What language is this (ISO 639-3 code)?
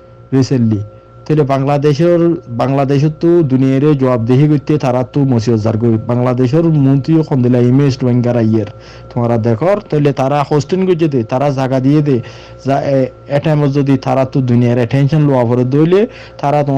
rhg